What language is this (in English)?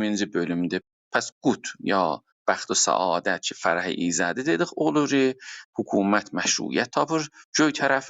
South Azerbaijani